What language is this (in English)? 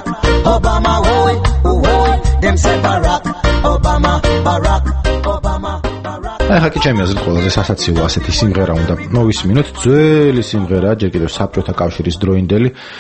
Georgian